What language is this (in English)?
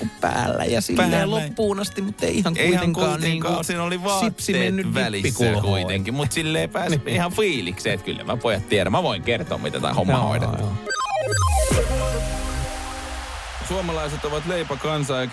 Finnish